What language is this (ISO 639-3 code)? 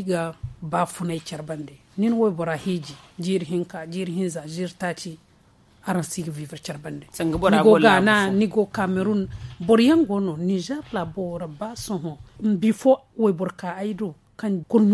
dje